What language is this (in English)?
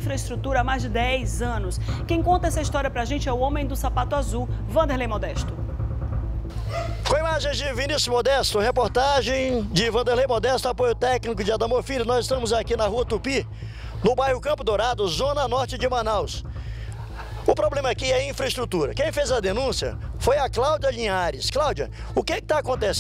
Portuguese